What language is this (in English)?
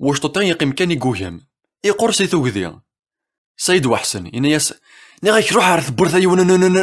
Kabyle